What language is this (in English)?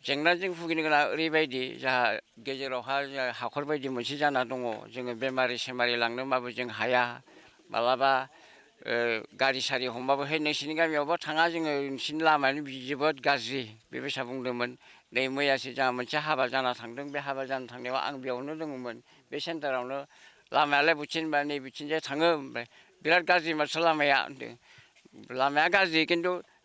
Bodo